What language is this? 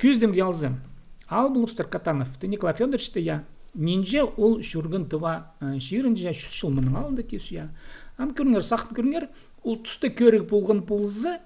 Khakas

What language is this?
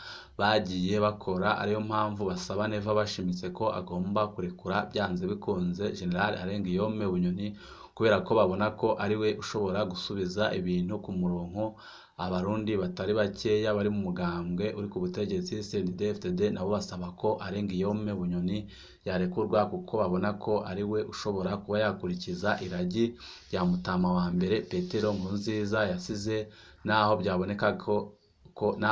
Rundi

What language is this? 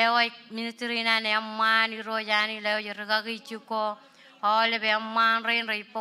Marshallese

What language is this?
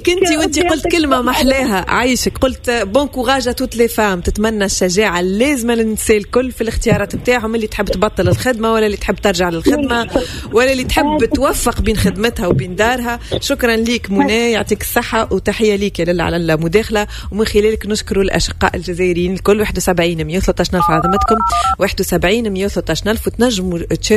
Tunisian Arabic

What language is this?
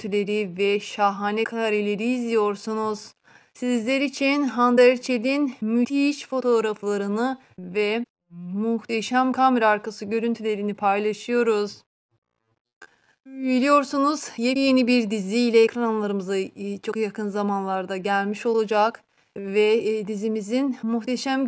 Turkish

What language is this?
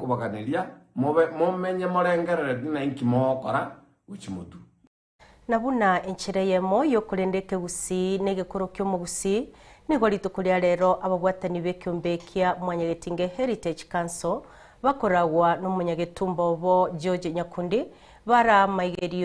Gusii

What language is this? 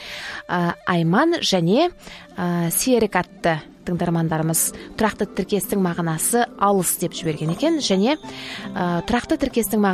Kazakh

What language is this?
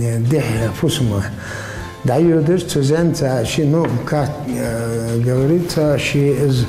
Ingush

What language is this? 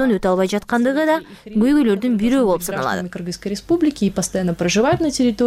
Kyrgyz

